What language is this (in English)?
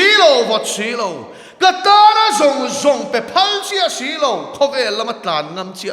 Mizo